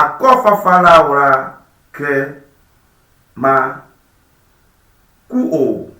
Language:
Ewe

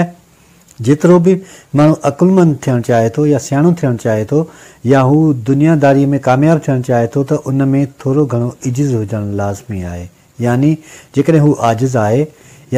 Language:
Sindhi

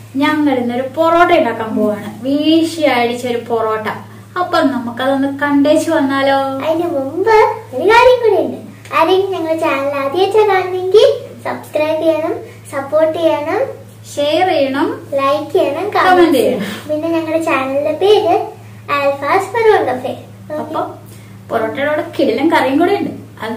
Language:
Malayalam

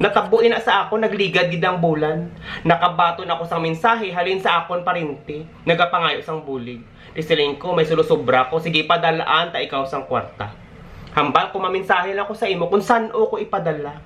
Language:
Hiligaynon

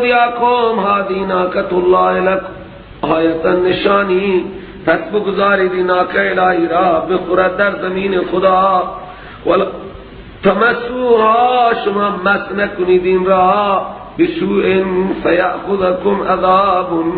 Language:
Persian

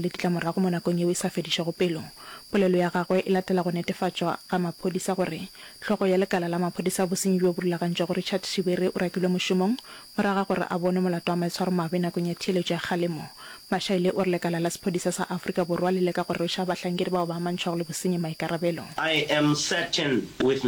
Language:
Northern Sotho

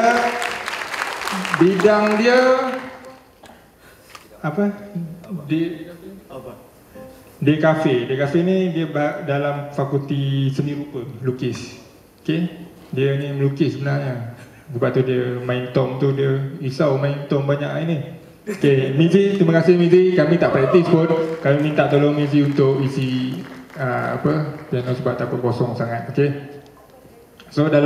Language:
Malay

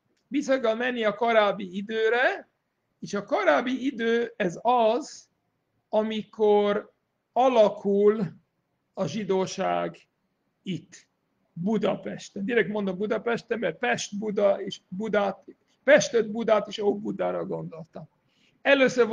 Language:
Hungarian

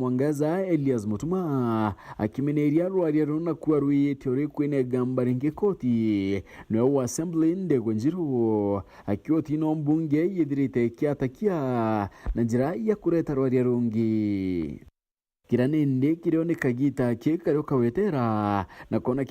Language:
Meru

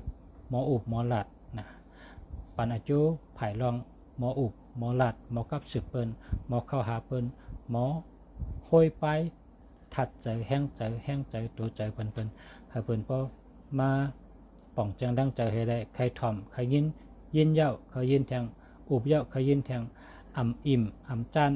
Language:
Shan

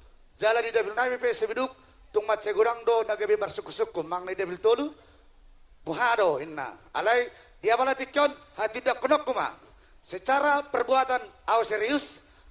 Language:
Batak Toba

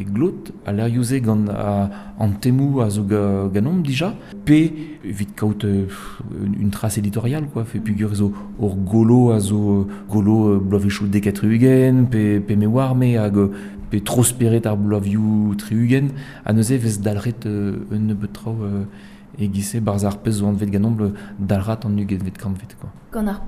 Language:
Breton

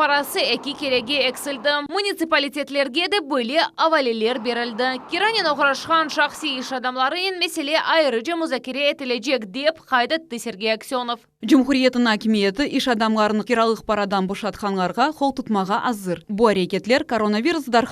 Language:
Crimean Tatar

